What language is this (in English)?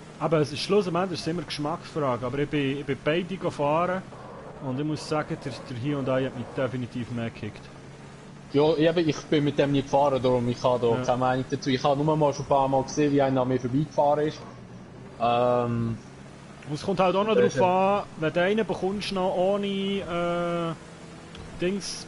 Swiss German